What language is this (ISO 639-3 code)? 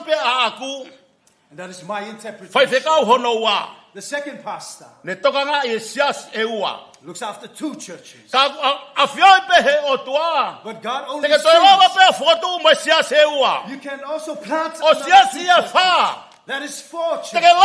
ton